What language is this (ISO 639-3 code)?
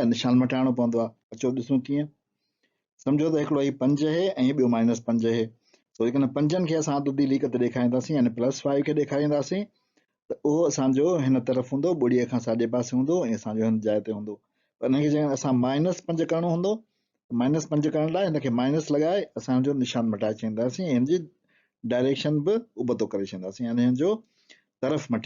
snd